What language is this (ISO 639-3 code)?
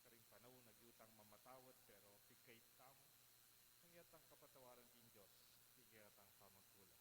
pam